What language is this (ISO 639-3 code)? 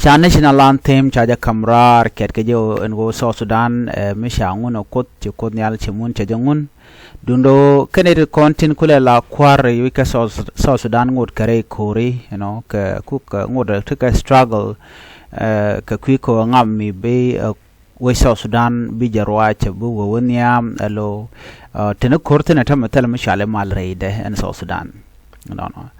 nus